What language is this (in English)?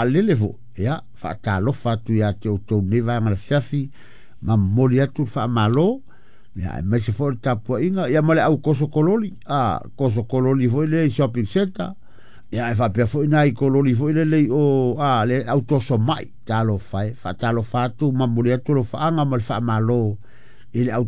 Samoan